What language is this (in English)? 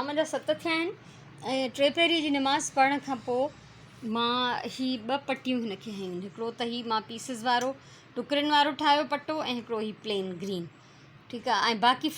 Sindhi